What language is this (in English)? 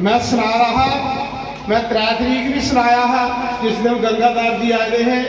Dogri